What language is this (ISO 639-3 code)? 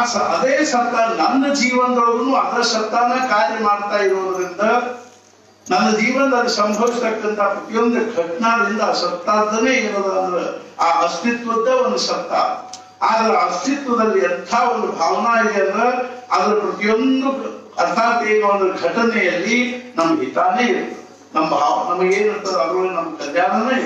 kan